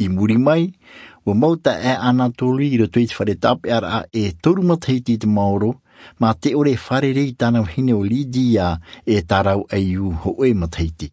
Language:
Tahitian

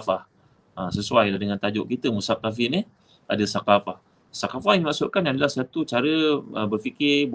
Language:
Malay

